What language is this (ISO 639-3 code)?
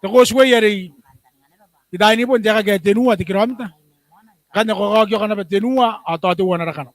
gil